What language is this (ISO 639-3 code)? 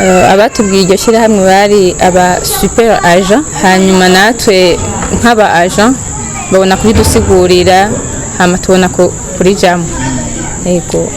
run